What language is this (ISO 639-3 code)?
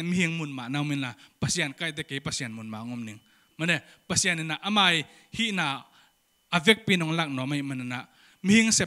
ctd